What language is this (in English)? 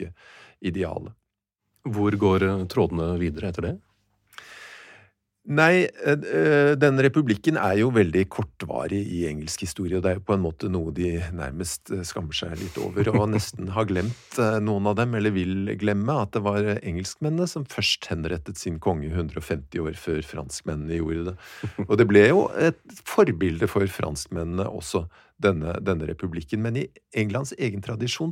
Norwegian